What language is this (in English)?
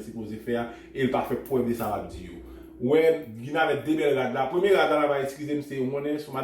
Haitian Creole